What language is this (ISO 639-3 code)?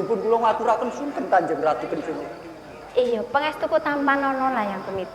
jav